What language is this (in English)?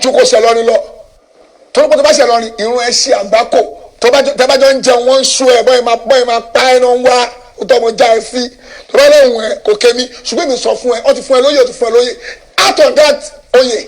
Yoruba